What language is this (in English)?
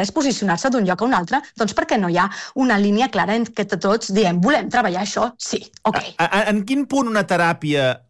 Catalan